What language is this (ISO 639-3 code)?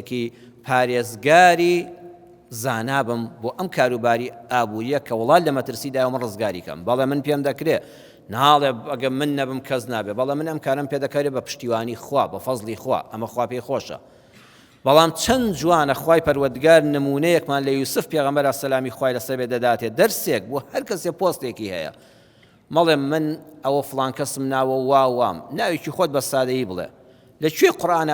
ckb